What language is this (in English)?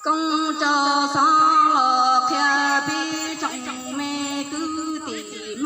Hmong